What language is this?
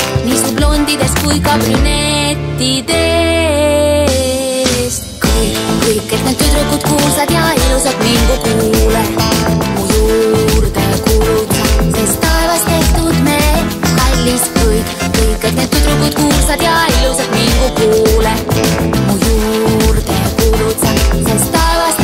Estonian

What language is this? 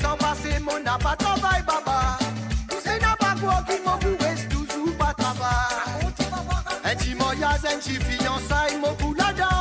Morisyen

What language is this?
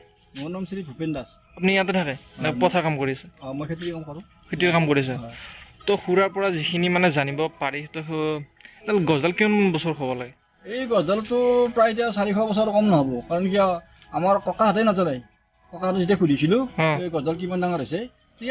Assamese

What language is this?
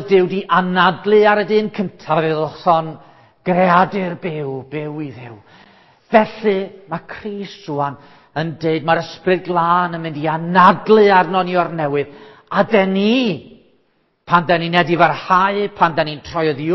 Welsh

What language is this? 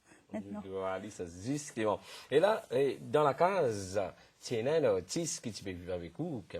Morisyen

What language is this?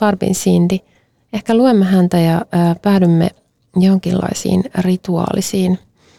Finnish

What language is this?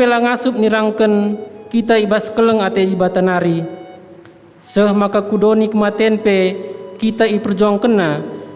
Batak Karo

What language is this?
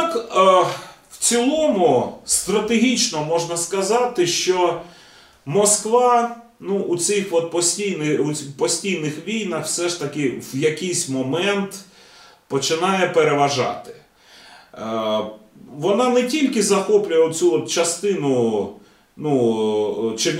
Ukrainian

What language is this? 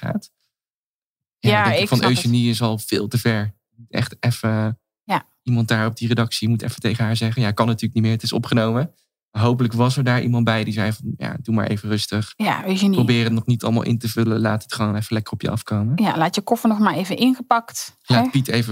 Dutch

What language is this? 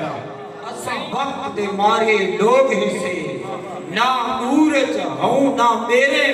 Saraiki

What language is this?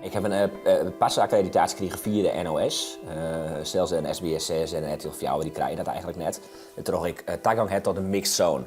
Western Frisian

